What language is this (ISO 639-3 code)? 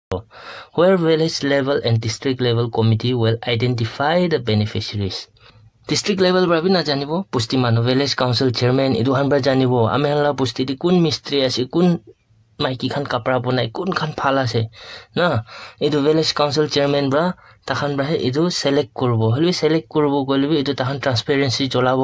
nag